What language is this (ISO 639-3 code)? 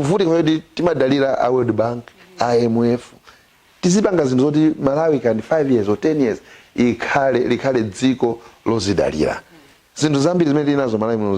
nya